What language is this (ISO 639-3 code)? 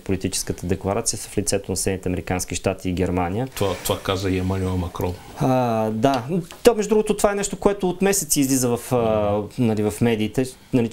bul